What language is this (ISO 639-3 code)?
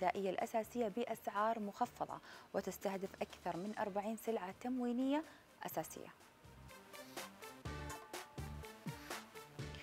ara